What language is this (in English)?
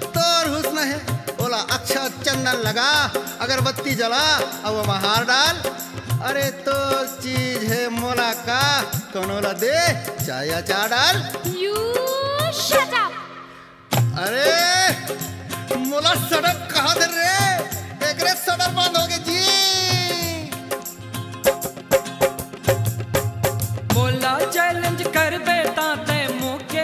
Chhattisgarhi